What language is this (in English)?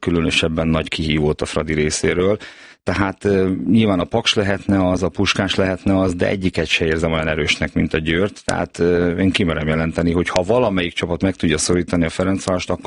Hungarian